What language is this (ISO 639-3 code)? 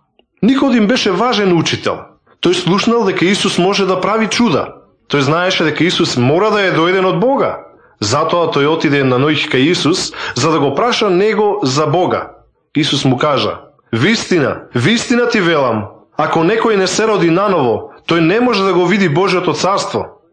mkd